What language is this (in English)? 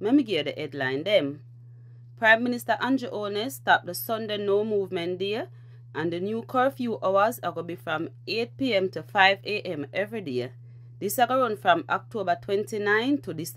Jamaican Creole English